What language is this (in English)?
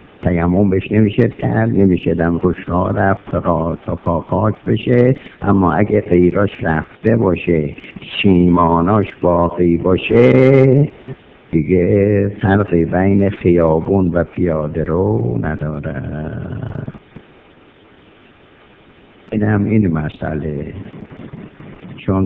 Persian